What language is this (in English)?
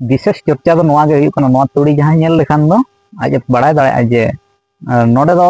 Santali